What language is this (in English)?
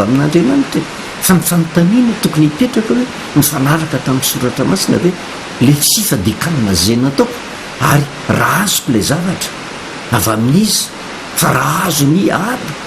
Malagasy